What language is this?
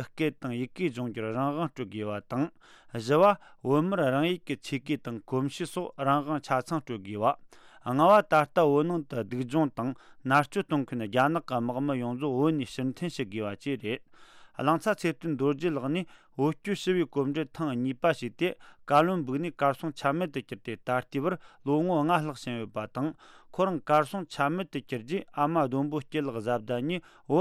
Tibetan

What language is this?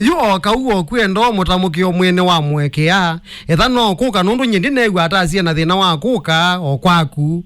Kamba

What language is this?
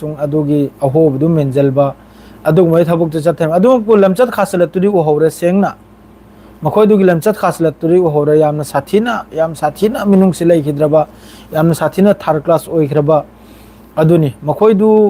Manipuri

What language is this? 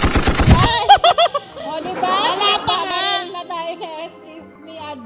Filipino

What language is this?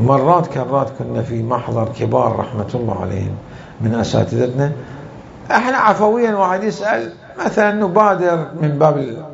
Mesopotamian Arabic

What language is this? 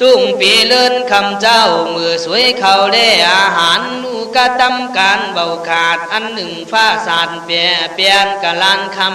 Khün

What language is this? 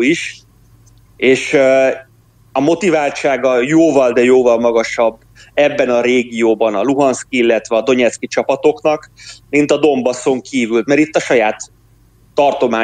Hungarian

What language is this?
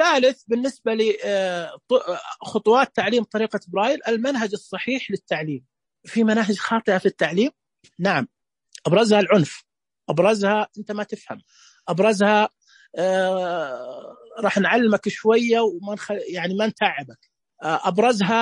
Najdi Arabic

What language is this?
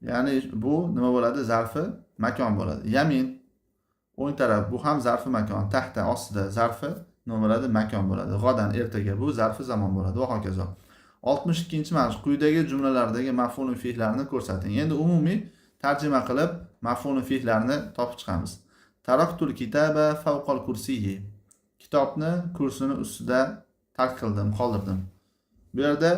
Uzbek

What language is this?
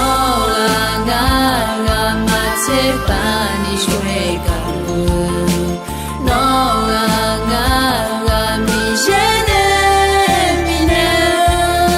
Akha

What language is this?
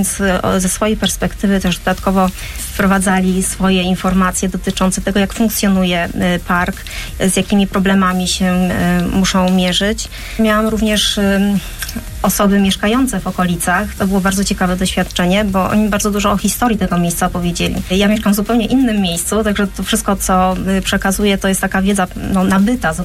Polish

